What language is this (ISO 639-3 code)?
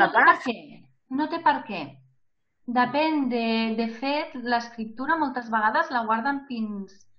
cat